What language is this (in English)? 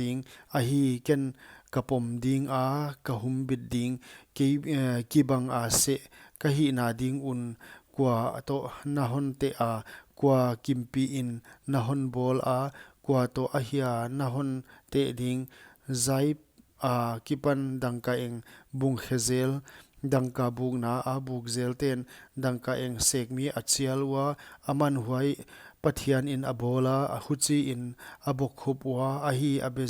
Paite Chin